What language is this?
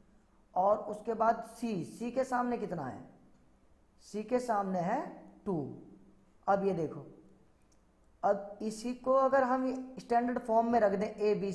Hindi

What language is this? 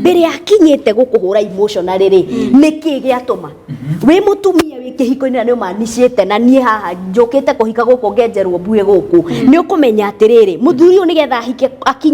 Kikuyu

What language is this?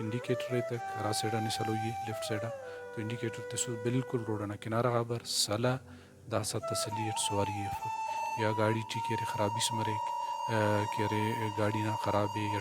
Brahui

